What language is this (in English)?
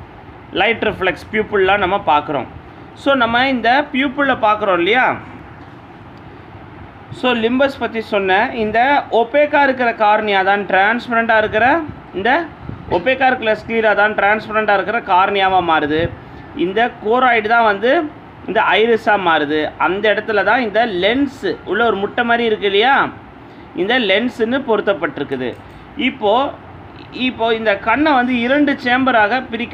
Tamil